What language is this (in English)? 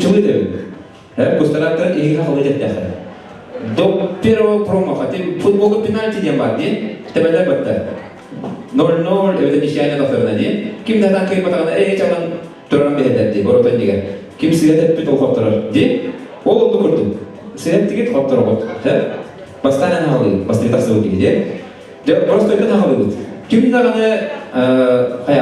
Yakut